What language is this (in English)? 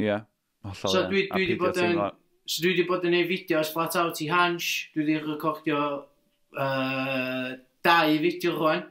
Welsh